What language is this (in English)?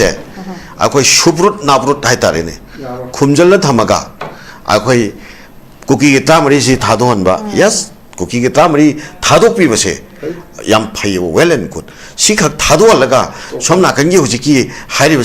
Manipuri